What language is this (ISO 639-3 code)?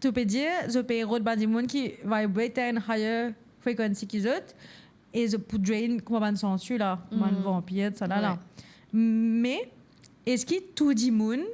mfe